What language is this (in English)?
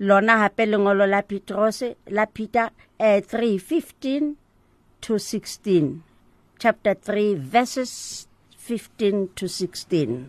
Southern Sotho